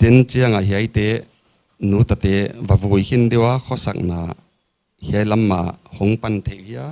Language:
Paite Chin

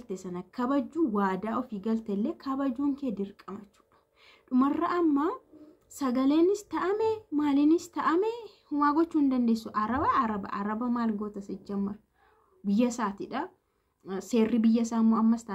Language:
Oromo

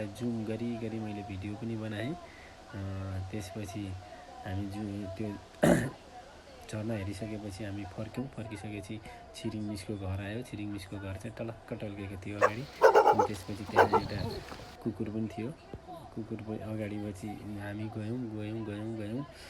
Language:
Nepali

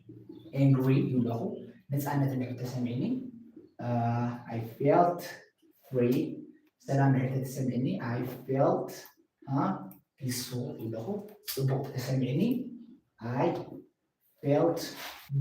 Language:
Tigrinya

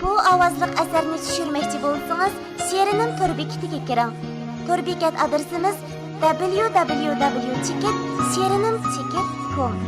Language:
Uyghur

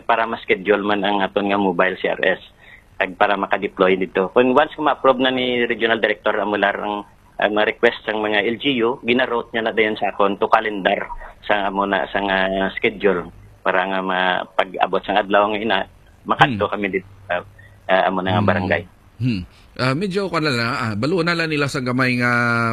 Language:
Hiligaynon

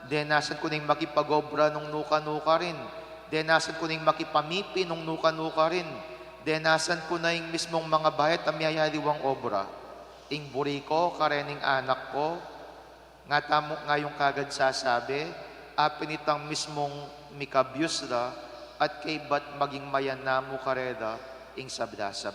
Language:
Pampanga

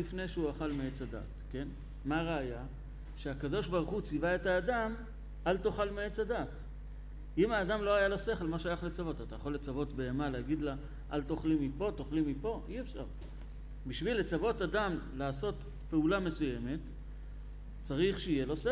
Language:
Hebrew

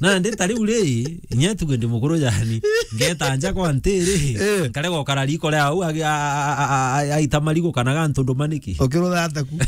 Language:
Meru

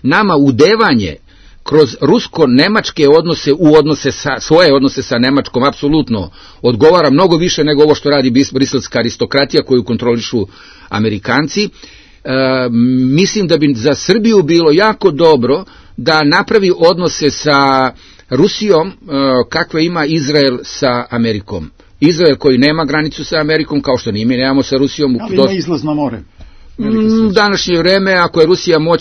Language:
Serbian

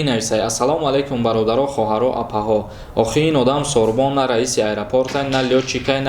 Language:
Tajik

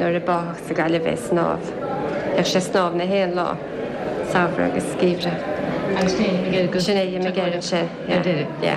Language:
Irish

